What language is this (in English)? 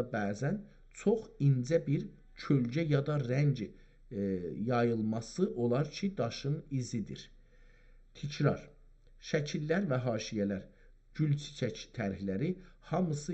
South Azerbaijani